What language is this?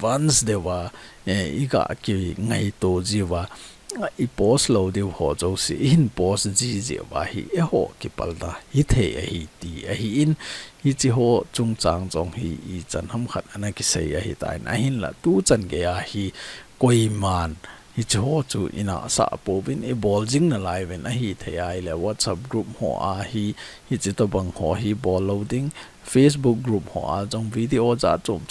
Thado Chin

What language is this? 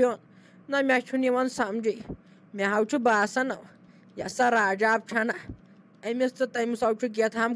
Kashmiri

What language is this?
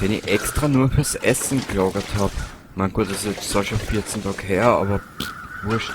Bavarian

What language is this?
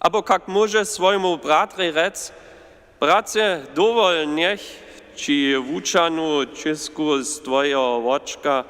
Upper Sorbian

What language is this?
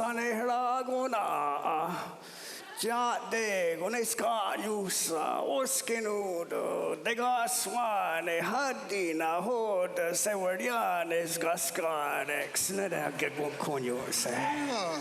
Mohawk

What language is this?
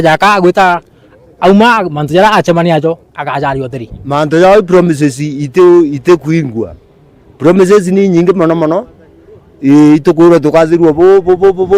Meru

